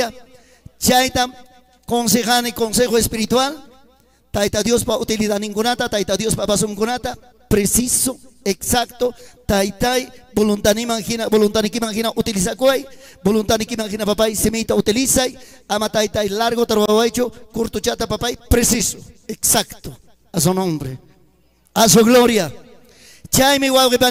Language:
Ayacucho Quechua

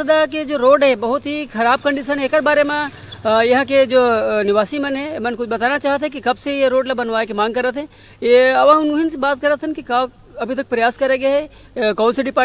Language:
Chhattisgarhi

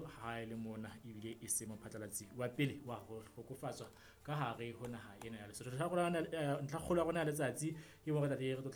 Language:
Southern Sotho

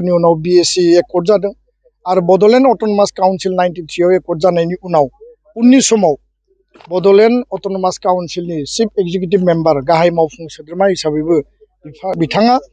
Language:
Bodo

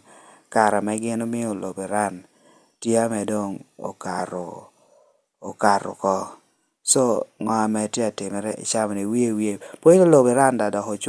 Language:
Lango (Uganda)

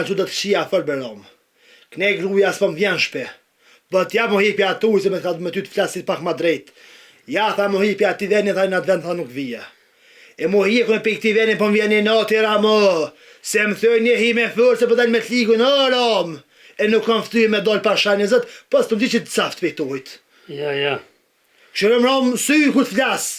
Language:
Albanian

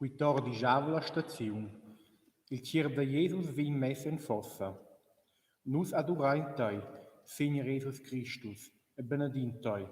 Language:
Romansh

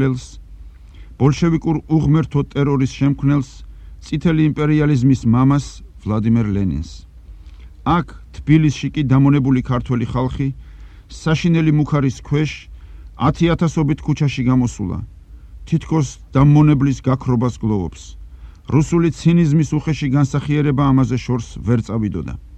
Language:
Georgian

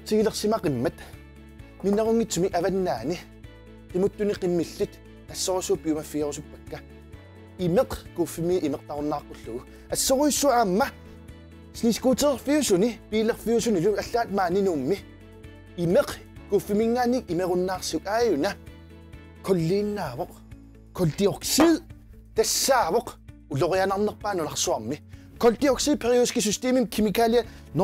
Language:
Kalaallisut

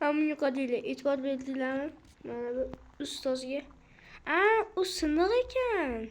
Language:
Uzbek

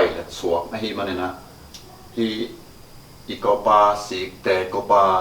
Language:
Tedim Chin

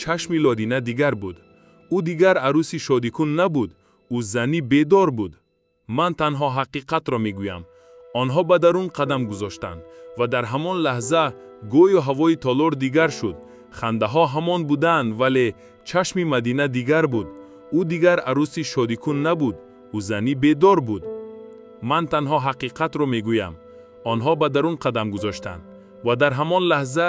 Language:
Tajik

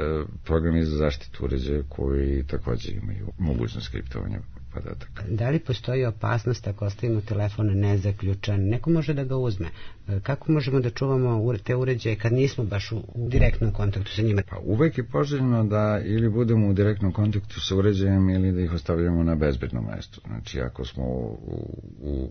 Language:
Serbian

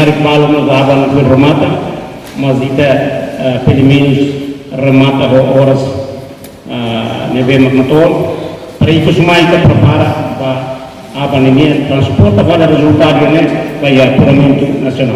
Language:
Tetum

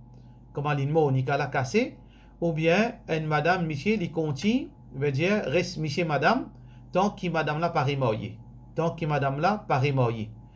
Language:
Morisyen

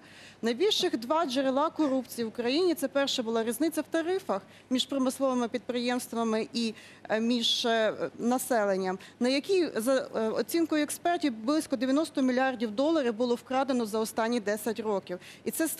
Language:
Ukrainian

